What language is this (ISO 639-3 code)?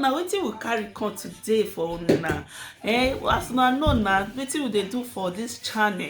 pcm